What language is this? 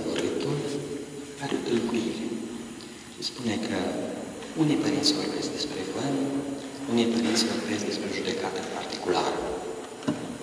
Romanian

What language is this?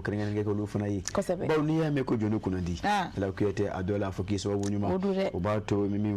Bambara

